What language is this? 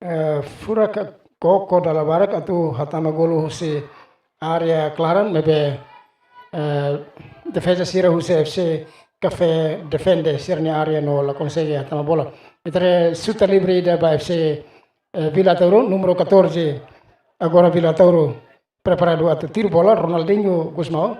Tetum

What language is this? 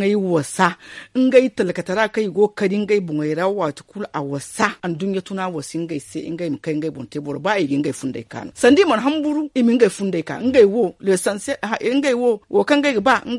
Zarma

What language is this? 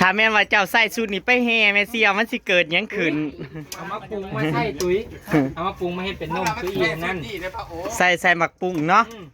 Northeastern Thai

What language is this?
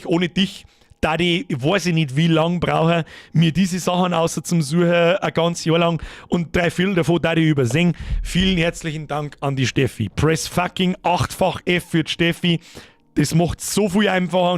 Bavarian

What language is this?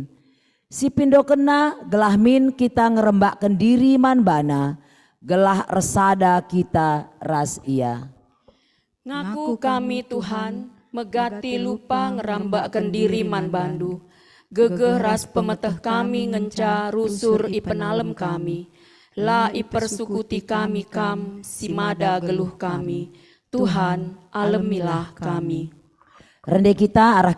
Batak Karo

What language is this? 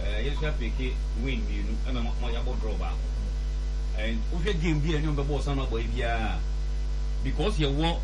Akan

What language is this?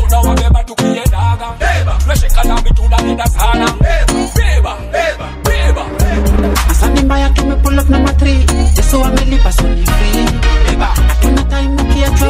Swahili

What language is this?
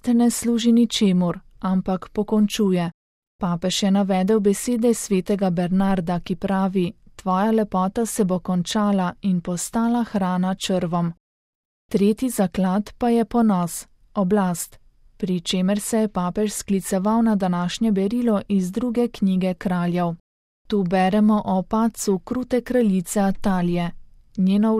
Slovenian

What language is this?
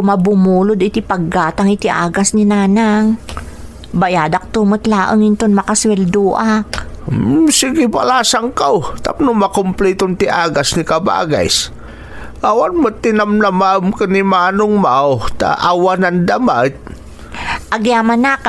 Iloko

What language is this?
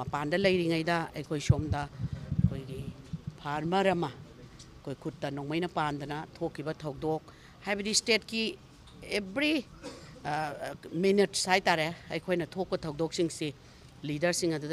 Manipuri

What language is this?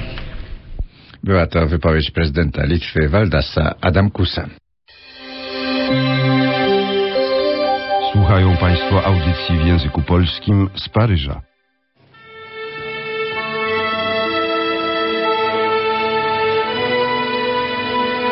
Polish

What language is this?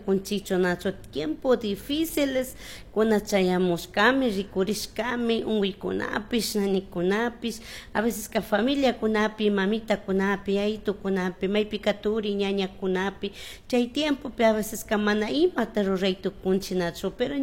Chimborazo Highland Quichua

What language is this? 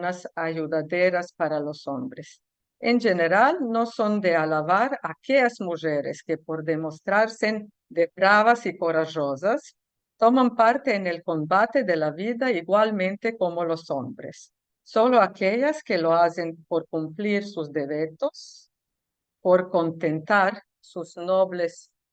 Ladino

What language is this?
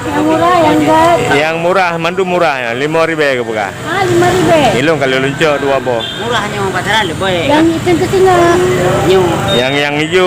Achinese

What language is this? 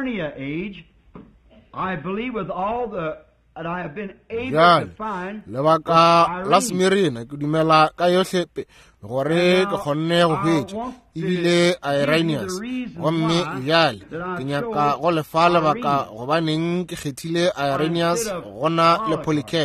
Northern Sotho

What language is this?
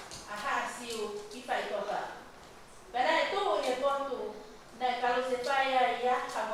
Tongan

